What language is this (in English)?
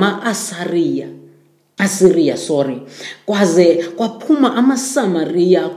Xhosa